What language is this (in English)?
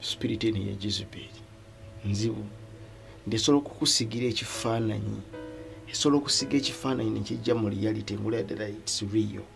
Ganda